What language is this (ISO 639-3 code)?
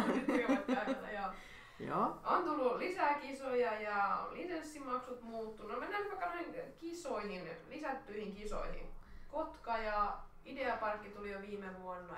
fin